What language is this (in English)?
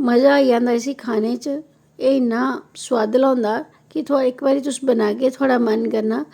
Dogri